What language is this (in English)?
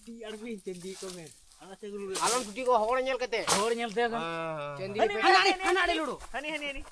Santali